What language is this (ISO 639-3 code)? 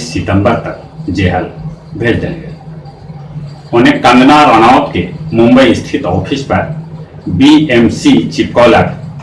mag